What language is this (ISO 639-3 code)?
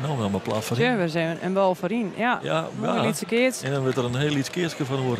fry